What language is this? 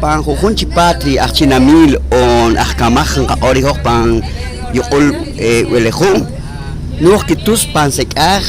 Poqomchi'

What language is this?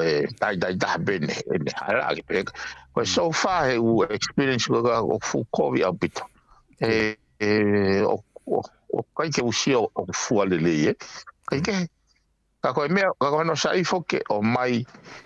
Tongan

